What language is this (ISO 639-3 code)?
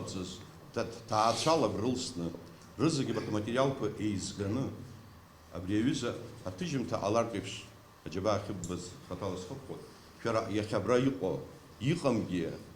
abk